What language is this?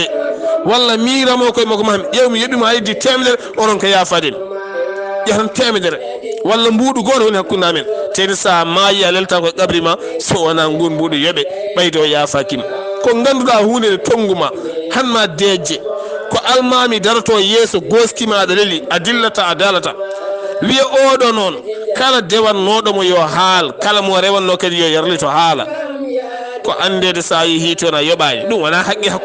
Fula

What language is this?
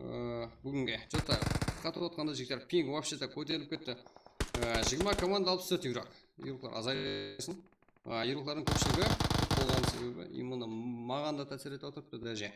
Kara-Kalpak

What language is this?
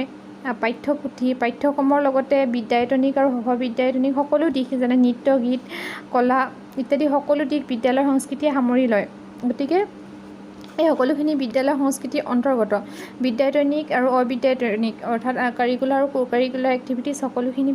Assamese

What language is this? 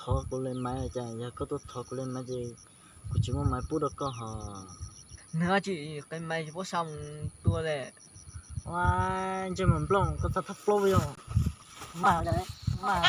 Hmong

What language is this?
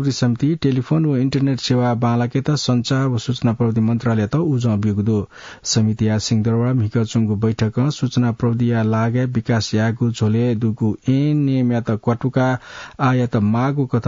Newari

